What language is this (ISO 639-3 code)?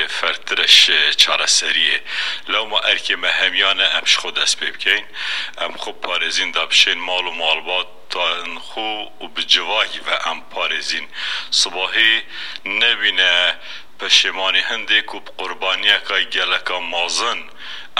kur